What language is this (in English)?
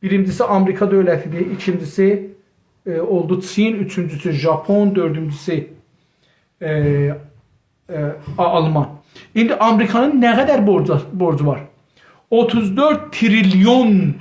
South Azerbaijani